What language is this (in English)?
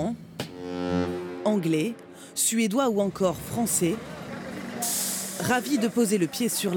French